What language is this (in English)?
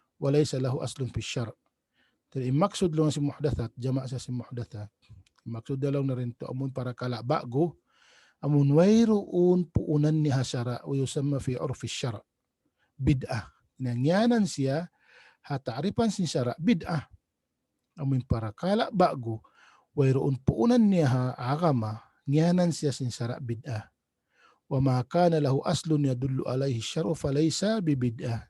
Tausug